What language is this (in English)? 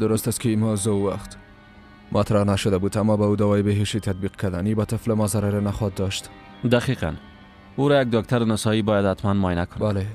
Persian